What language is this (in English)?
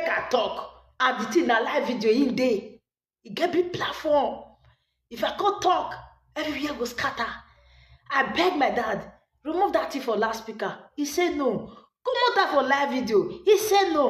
Nigerian Pidgin